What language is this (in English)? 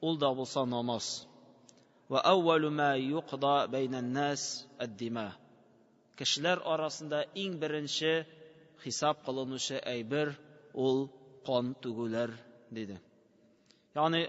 Tatar